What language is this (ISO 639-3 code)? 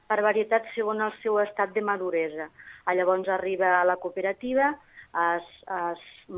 cat